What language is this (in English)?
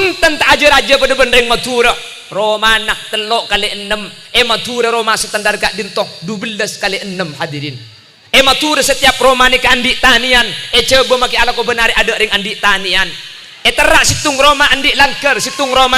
Madurese